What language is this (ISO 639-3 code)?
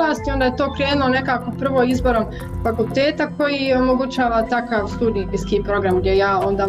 bos